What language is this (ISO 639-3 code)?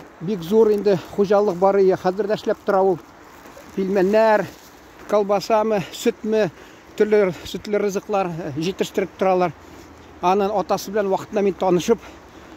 tat